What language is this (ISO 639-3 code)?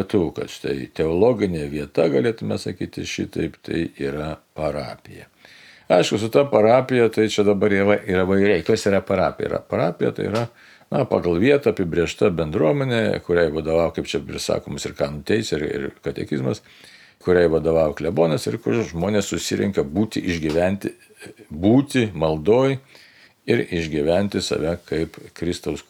lit